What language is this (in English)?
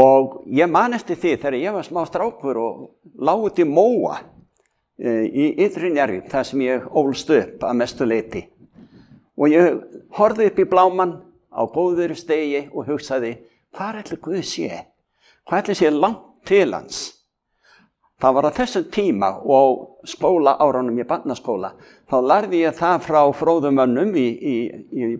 Icelandic